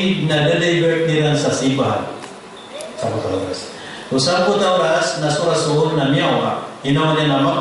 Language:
Maranao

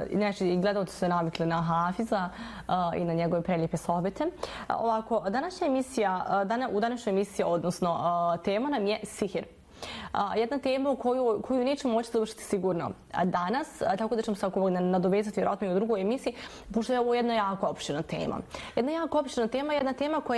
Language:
Bosnian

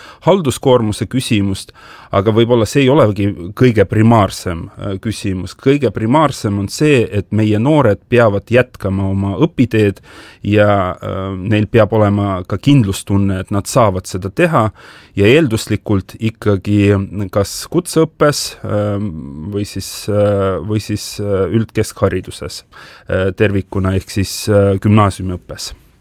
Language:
Estonian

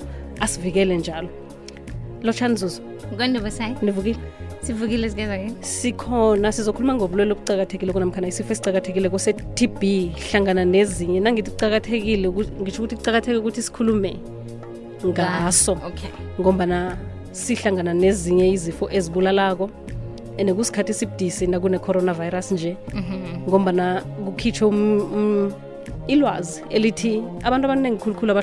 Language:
South Ndebele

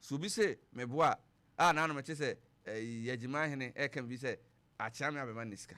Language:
Akan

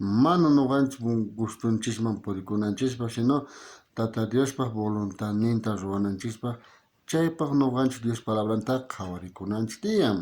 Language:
South Bolivian Quechua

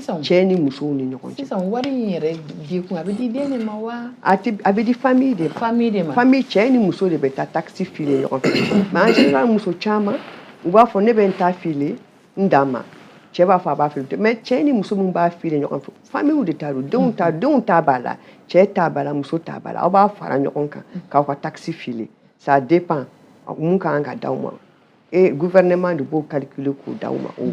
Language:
Bambara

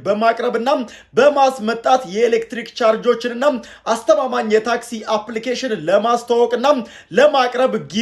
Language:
Amharic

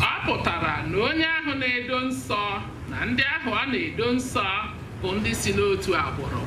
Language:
Igbo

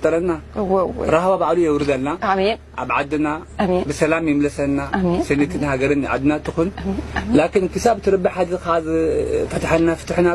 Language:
Tigrinya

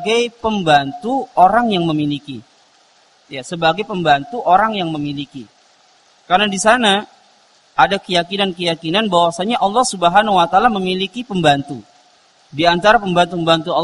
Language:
Indonesian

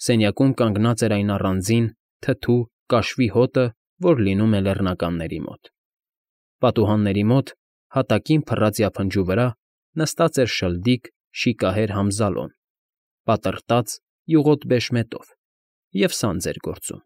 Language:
Armenian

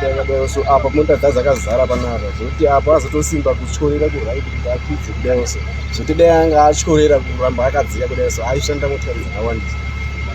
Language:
Shona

